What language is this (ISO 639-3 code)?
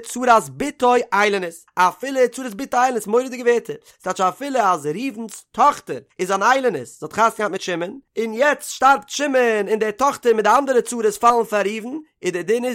yid